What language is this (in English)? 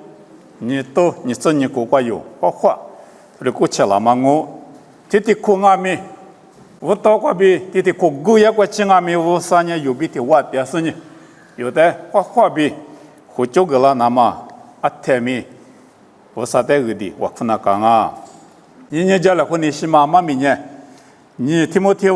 Lisu